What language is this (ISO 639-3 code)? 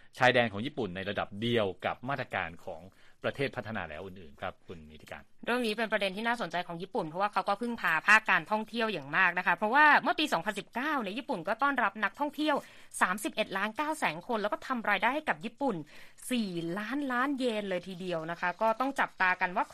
tha